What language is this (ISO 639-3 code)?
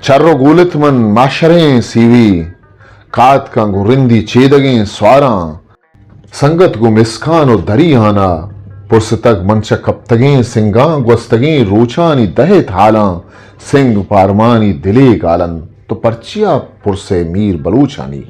bgp